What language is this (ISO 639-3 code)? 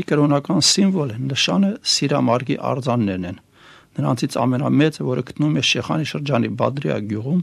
hye